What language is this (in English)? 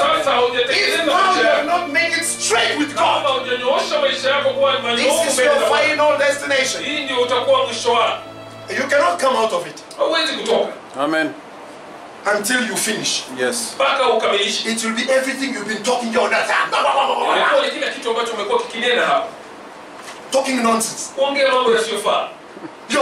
Swahili